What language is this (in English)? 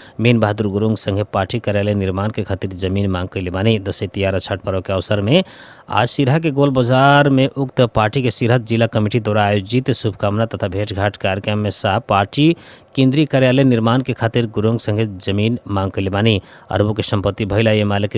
Bhojpuri